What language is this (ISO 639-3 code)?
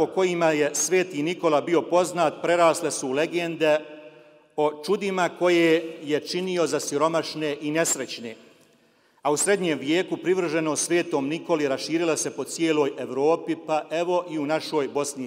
bos